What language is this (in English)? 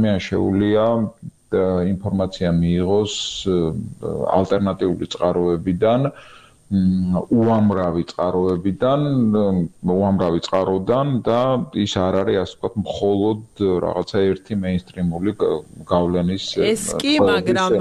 Georgian